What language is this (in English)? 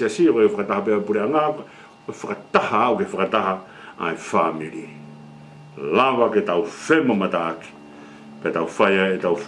Tongan